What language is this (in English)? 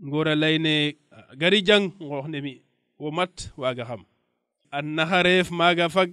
Serer